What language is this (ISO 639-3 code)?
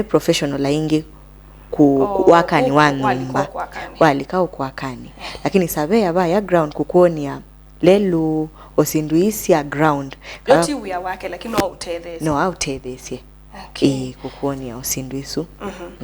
kam